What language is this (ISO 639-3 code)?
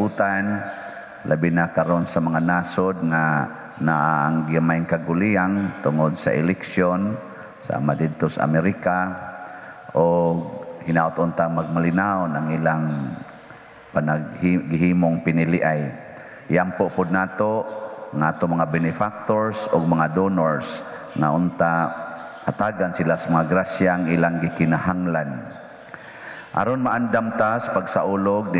ceb